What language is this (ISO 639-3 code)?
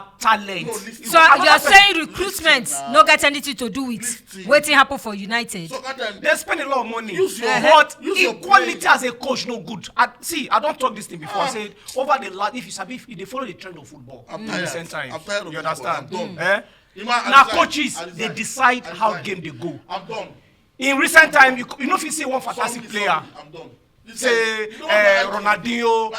pcm